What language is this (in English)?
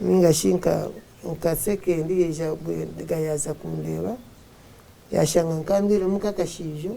Nyankole